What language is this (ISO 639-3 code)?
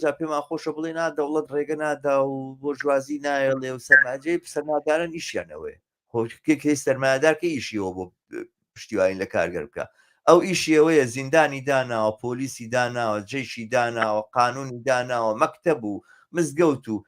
ckb